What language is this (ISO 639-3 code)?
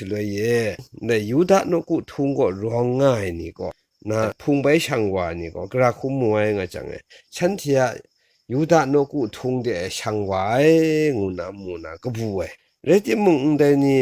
kac